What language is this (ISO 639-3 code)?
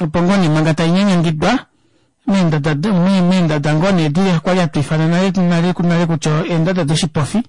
kua